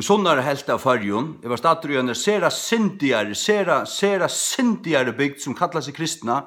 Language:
Faroese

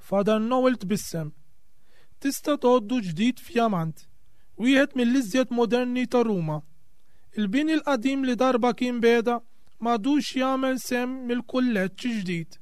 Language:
Maltese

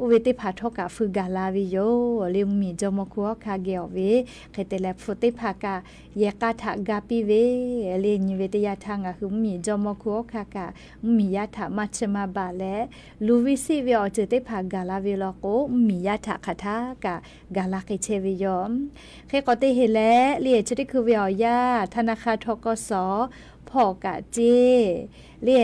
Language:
Lahu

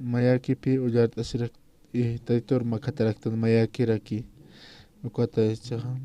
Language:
Aymara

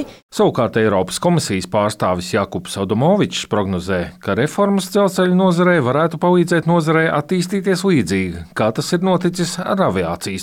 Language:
Latvian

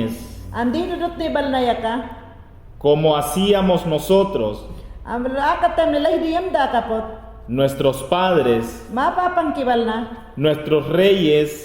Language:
Mayangna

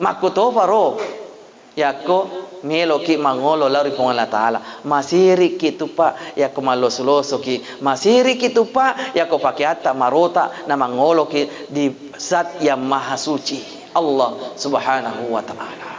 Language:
Buginese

